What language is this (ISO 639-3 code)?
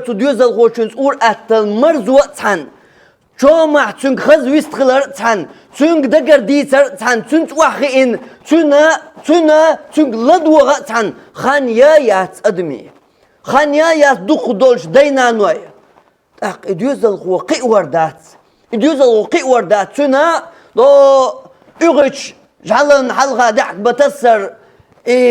che